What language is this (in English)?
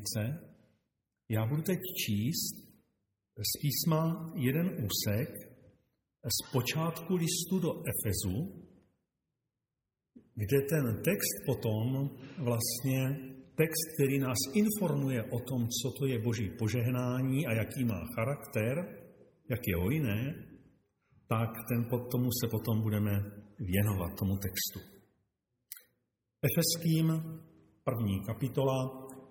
Czech